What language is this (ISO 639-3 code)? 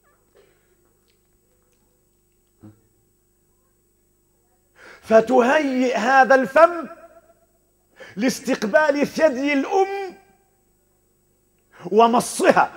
ara